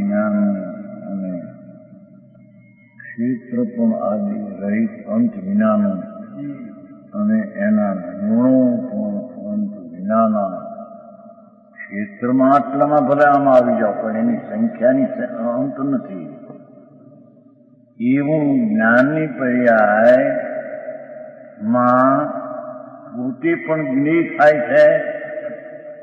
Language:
Gujarati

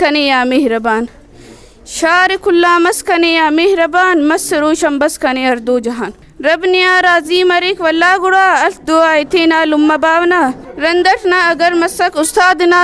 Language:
Brahui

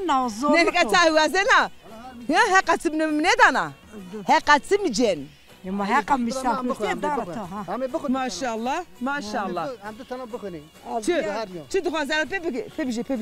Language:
Zaza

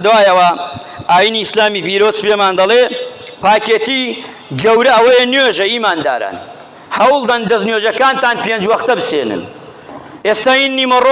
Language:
Central Kurdish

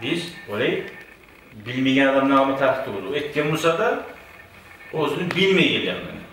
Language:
Kumyk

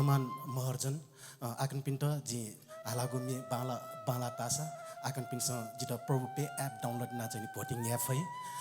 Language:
Newari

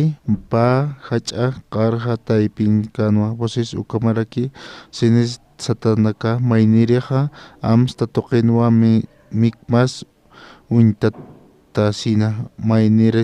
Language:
Aymara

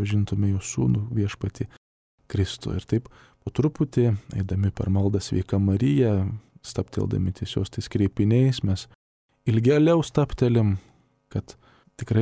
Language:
Lithuanian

